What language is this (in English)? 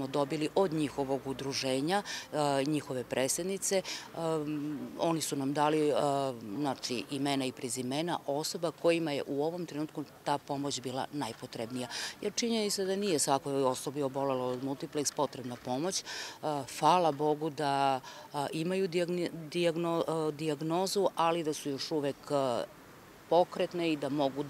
Serbian